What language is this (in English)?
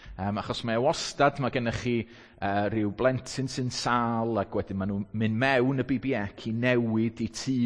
Welsh